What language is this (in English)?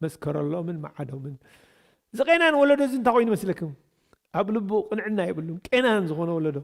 Tigrinya